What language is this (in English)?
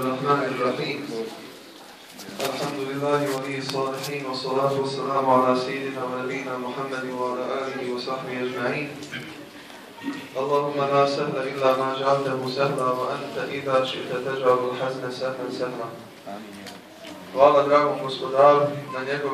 Bosnian